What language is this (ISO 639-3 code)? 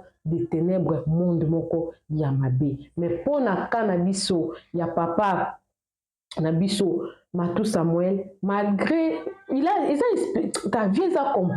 lin